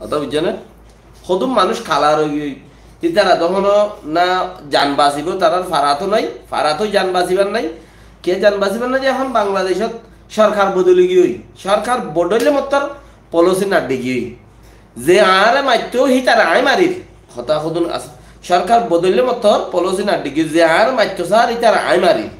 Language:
Rohingya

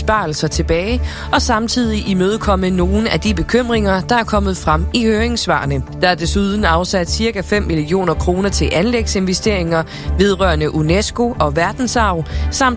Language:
Danish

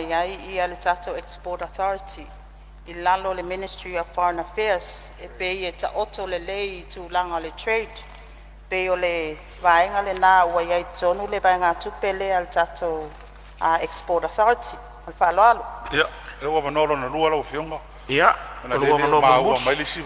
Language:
Samoan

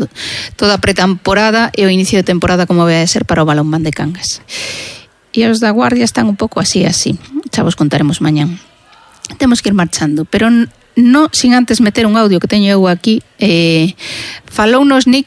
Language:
Galician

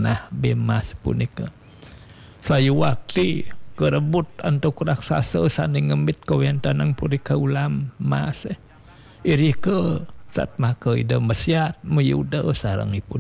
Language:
Balinese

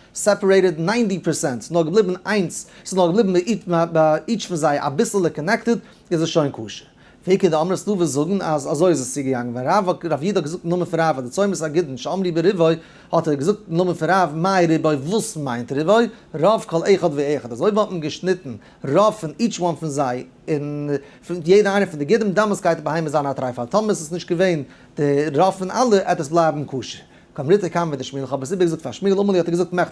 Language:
Yiddish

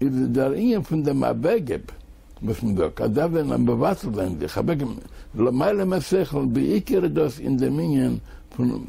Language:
Yiddish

